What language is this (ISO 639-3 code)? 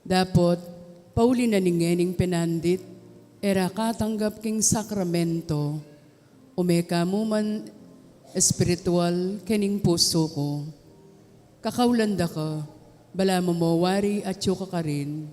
pam